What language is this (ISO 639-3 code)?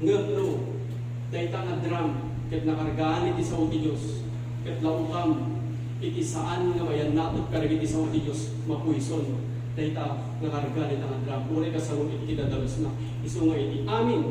ilo